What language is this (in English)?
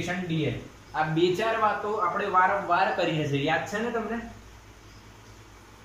Gujarati